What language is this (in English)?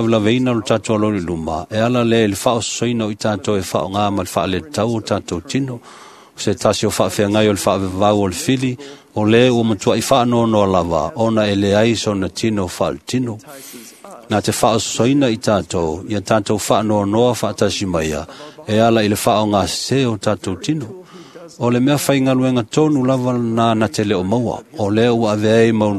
Samoan